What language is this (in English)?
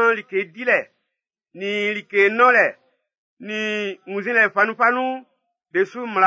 Baoulé